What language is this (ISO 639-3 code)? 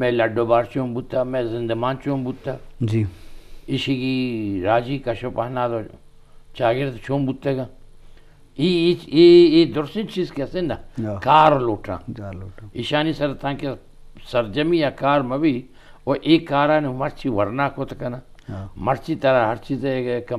bgp